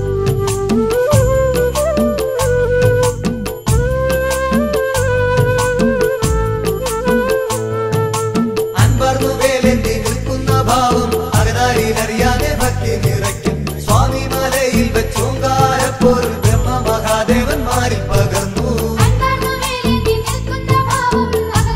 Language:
Malayalam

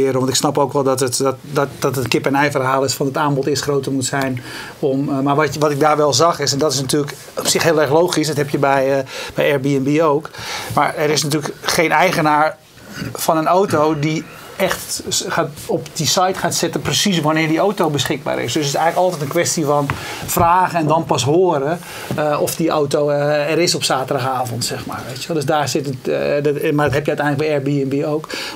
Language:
Dutch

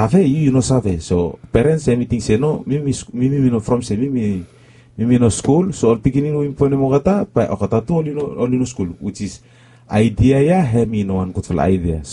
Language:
Bislama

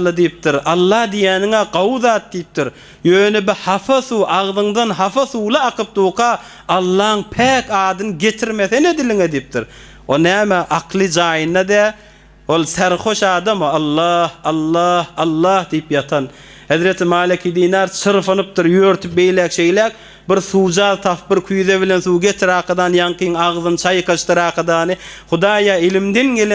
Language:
Turkmen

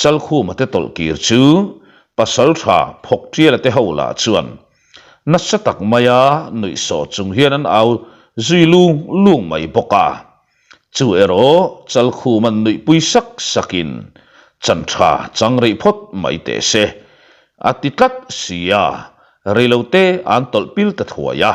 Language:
Mizo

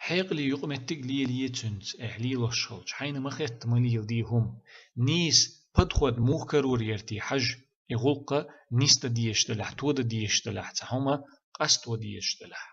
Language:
Chechen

